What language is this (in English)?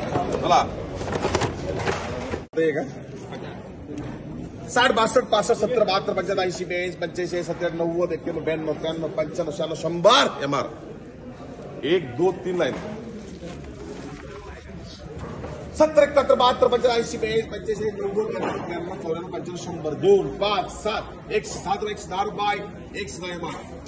Marathi